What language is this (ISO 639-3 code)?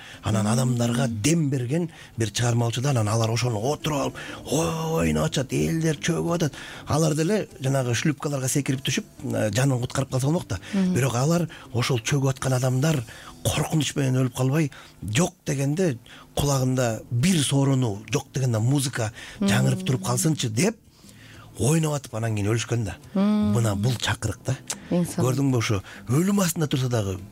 kir